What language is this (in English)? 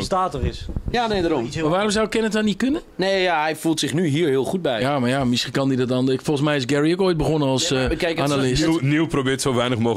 Dutch